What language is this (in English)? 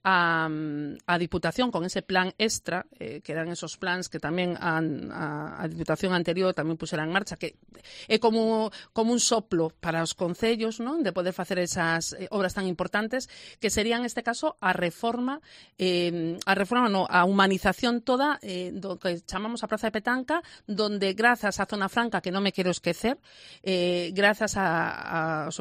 Galician